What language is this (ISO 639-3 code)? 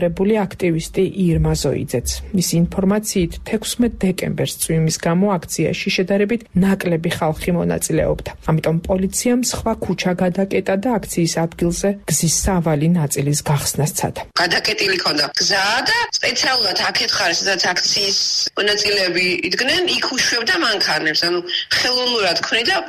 kat